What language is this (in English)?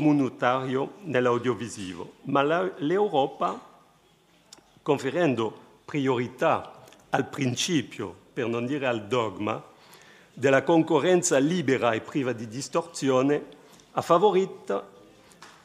Italian